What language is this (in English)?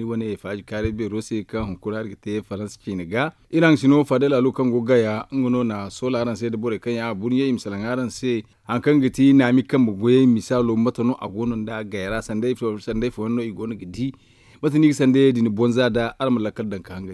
Zarma